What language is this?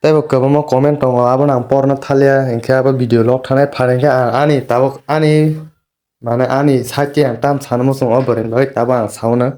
Kok Borok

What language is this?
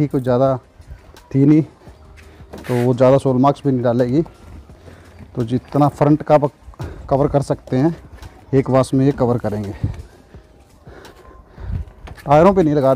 Hindi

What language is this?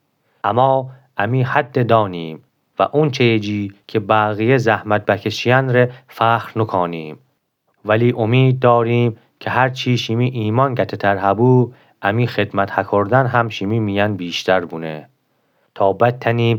Gilaki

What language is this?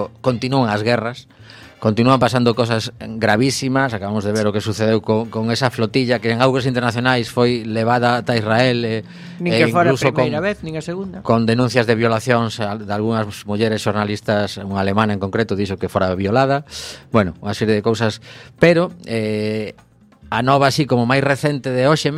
Galician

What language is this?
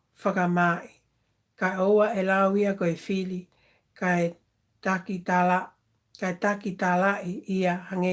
Tongan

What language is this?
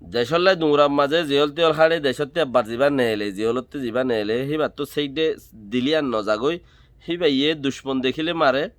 Rohingya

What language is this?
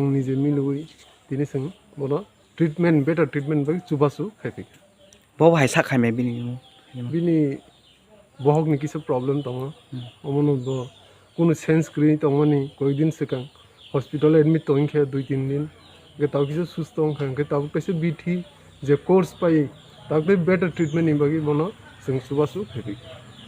Kok Borok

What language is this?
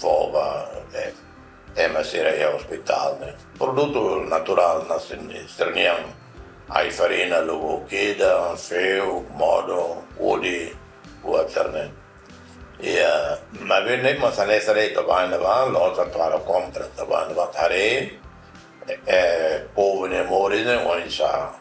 Tetum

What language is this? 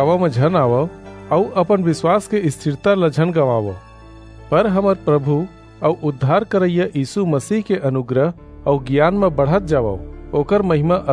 Chhattisgarhi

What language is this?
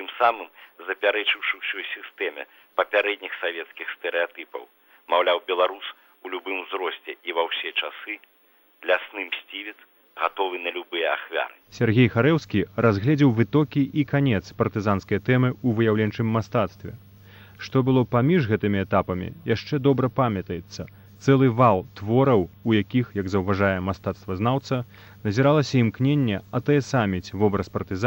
Belarusian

